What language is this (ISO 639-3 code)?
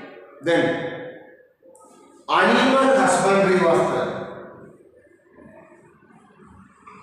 eng